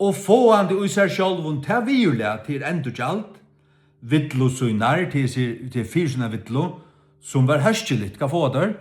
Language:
Faroese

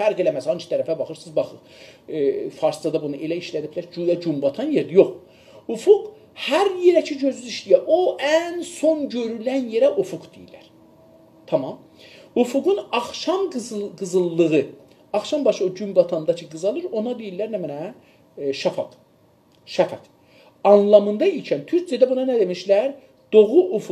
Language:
South Azerbaijani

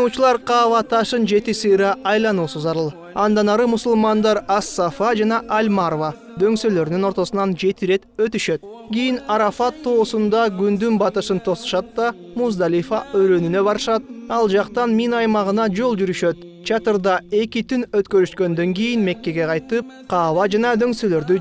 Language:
Kyrgyz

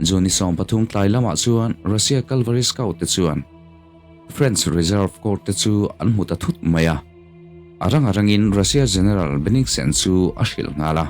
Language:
Mizo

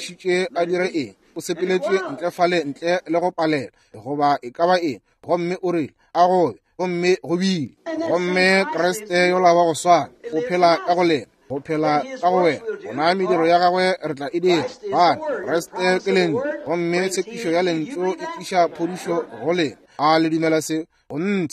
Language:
Northern Sotho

